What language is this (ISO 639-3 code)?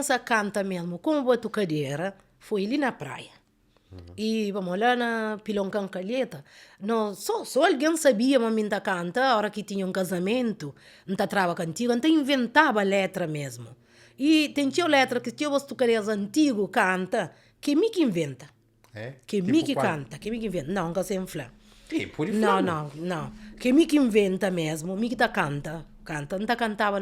kea